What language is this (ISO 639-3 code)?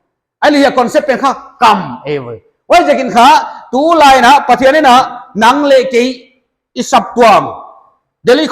pck